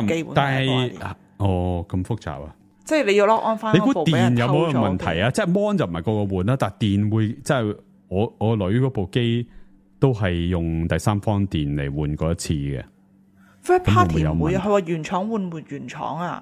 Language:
Cantonese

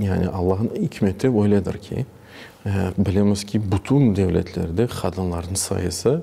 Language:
Crimean Tatar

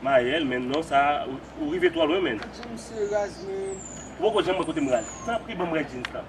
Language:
Haitian Creole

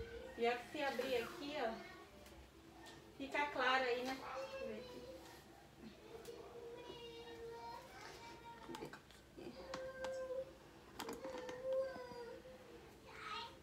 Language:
Portuguese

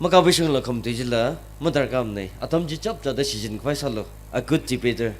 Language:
Tangkhul Naga (India)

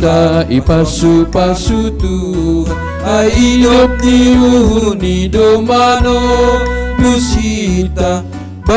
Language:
Batak Simalungun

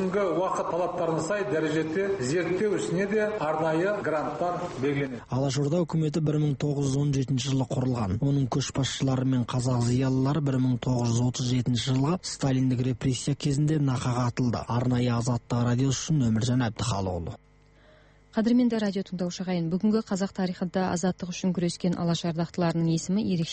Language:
Kazakh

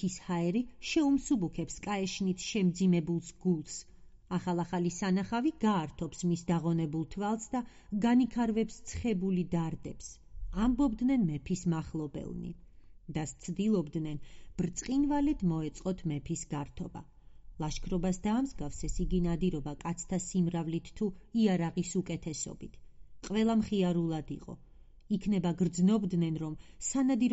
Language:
Georgian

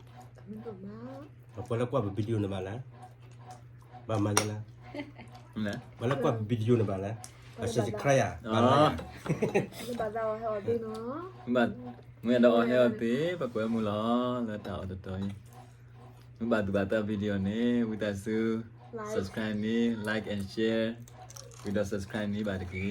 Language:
S'gaw Karen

